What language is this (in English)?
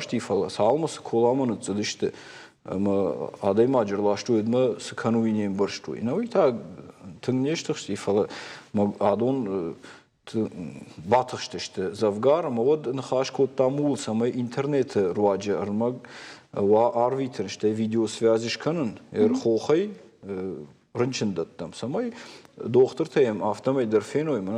Ossetic